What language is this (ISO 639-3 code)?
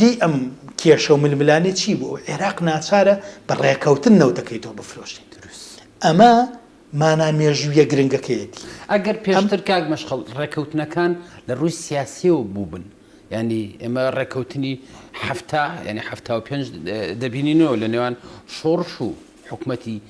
ckb